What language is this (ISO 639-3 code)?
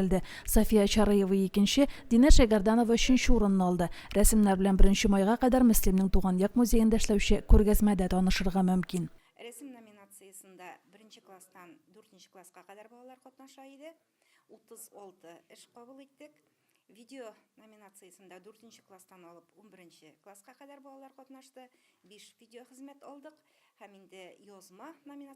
tat